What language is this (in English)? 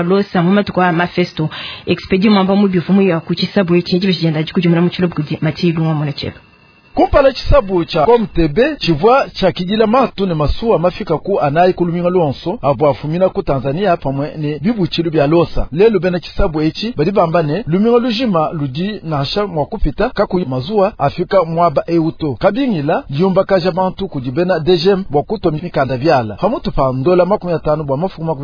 Luba-Lulua